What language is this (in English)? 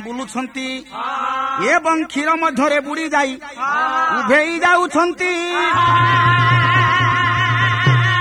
Odia